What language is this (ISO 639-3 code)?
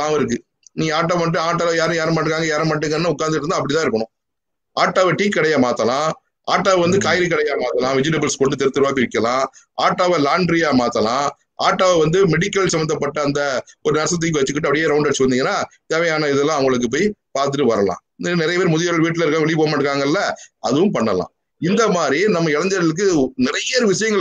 tam